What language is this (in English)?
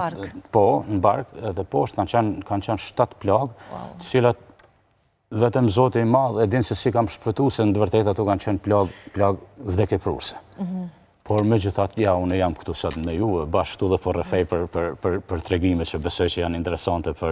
Albanian